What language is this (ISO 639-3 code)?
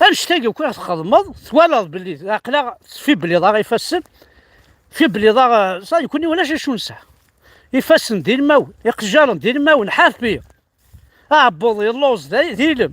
kab